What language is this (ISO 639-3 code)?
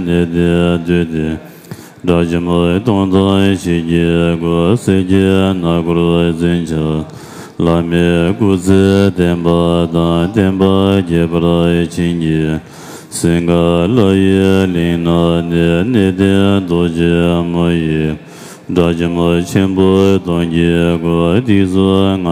bod